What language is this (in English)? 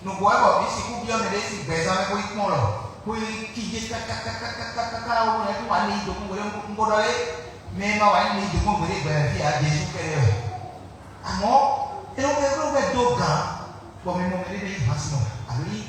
Fon